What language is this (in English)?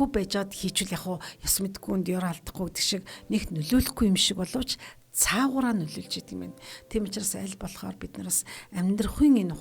Mongolian